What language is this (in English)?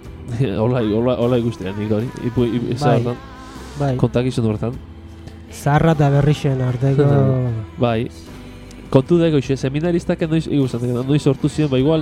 Basque